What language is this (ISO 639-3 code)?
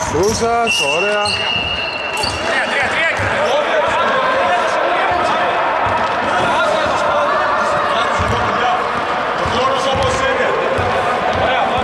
ell